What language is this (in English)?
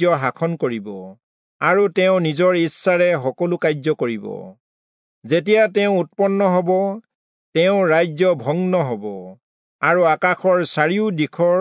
Assamese